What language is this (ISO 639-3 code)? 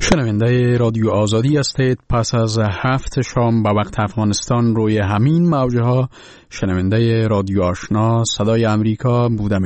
fas